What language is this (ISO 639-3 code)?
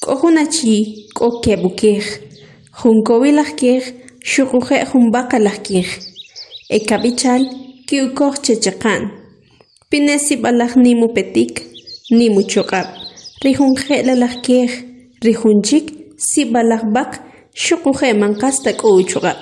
quc